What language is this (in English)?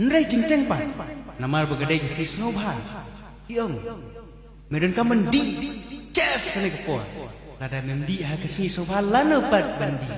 Khasi